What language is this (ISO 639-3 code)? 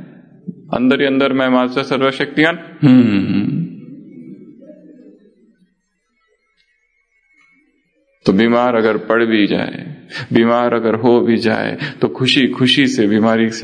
hin